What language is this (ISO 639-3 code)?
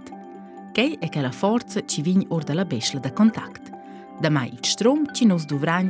roh